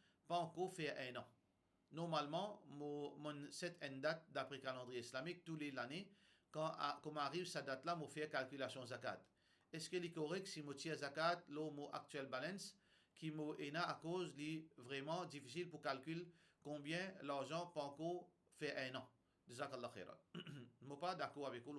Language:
Morisyen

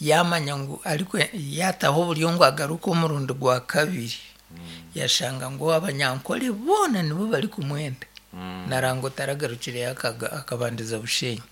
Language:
Nyankole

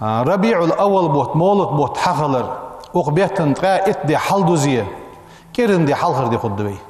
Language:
Ingush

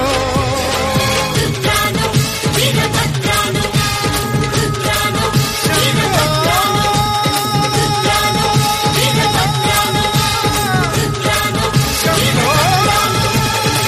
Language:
Kannada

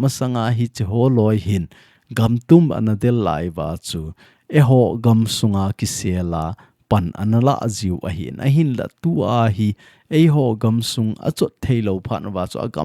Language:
Thado Chin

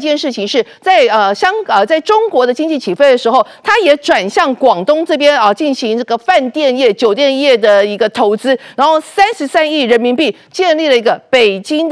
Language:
Chinese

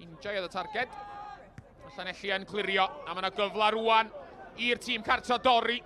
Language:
Welsh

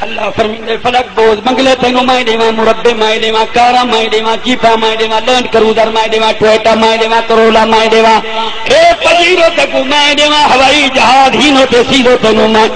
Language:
Saraiki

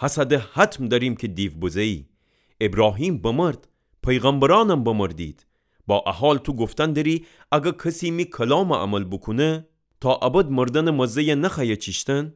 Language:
Gilaki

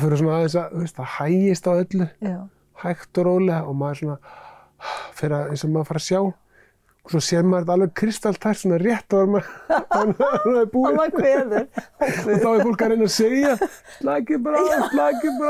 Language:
Icelandic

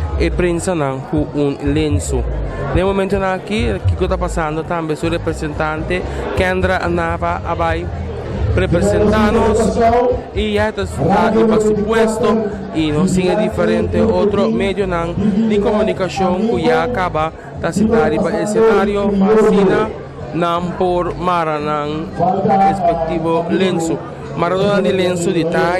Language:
Papiamento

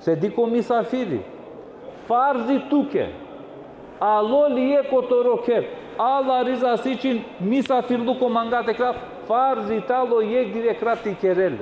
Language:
Balkan Romani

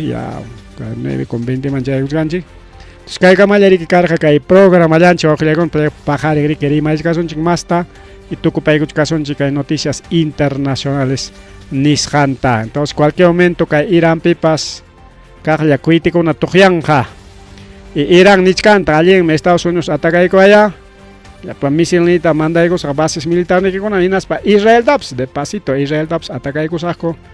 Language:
Ayacucho Quechua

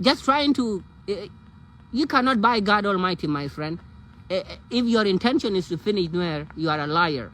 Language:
Nuer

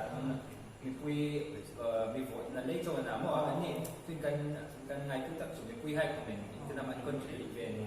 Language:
Hmar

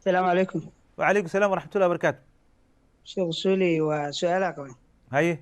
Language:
Somali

